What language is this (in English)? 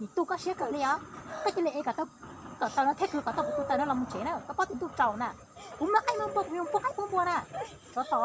Hmong